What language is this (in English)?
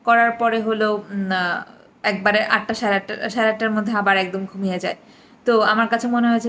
Bangla